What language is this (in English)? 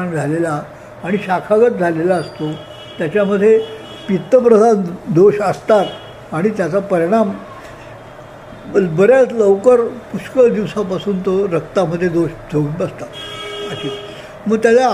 Marathi